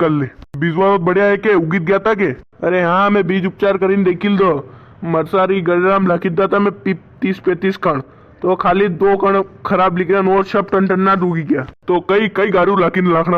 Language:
Rajasthani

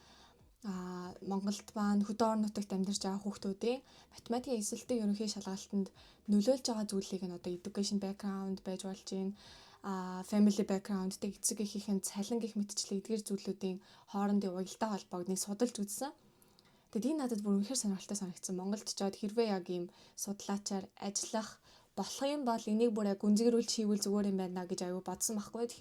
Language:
Mongolian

